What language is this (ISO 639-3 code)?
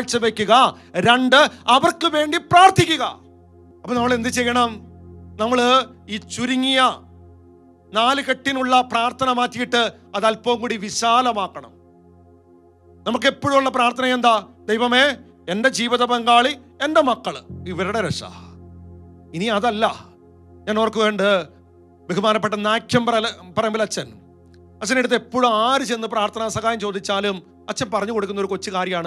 mal